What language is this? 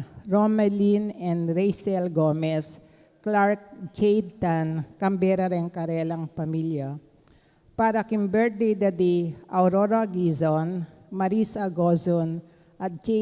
Pampanga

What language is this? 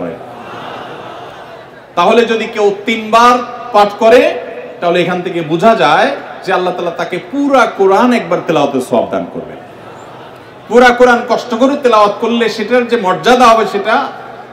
Bangla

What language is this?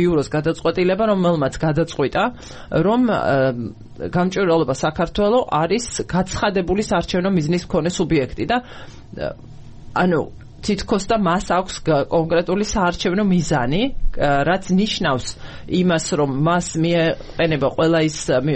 Georgian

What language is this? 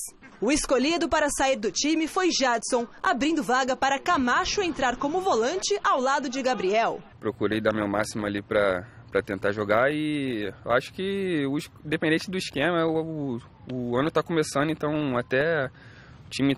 Portuguese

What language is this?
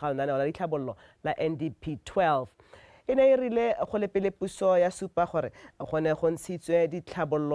Tswana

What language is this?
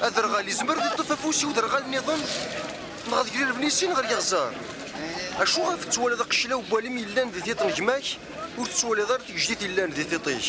Kabyle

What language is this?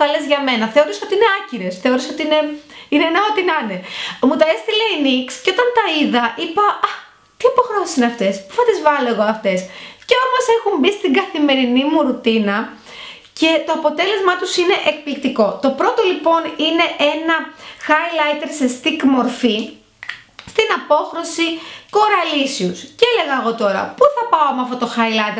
Greek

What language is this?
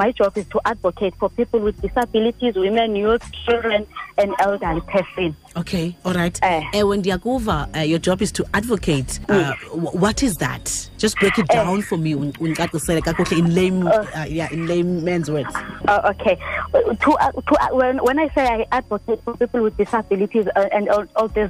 Xhosa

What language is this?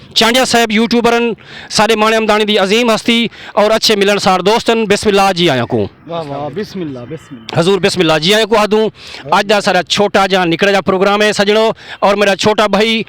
Saraiki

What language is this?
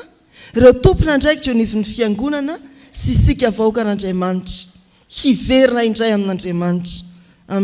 Malagasy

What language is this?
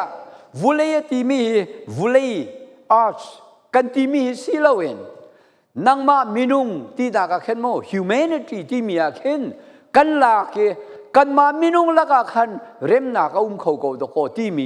Falam Chin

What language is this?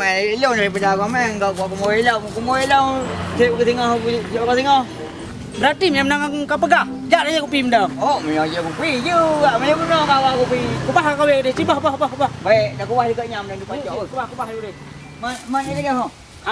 Achinese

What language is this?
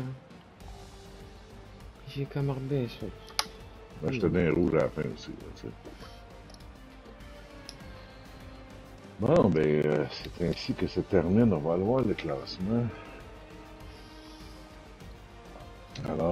French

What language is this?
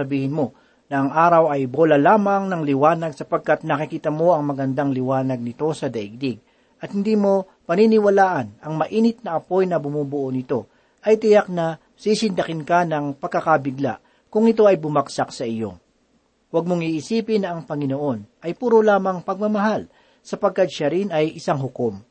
Filipino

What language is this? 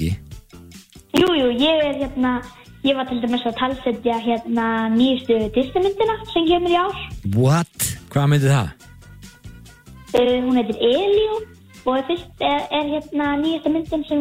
Icelandic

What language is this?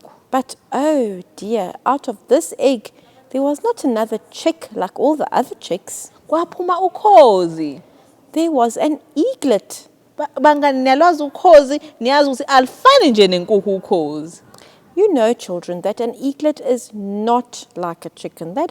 Zulu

